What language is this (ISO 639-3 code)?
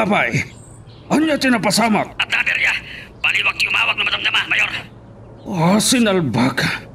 ilo